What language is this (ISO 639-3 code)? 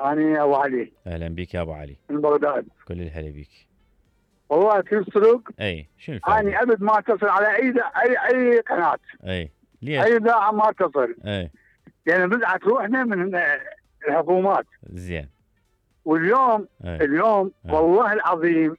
acm